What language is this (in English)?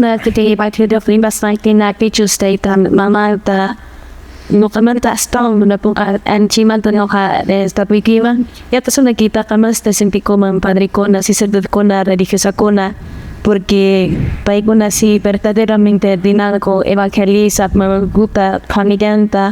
Quechua